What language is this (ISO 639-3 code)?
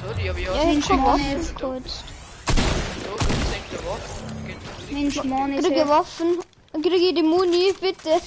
bar